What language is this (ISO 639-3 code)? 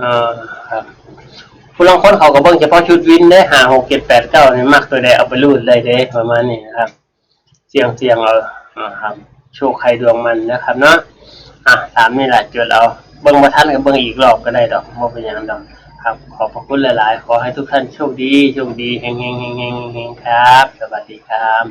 tts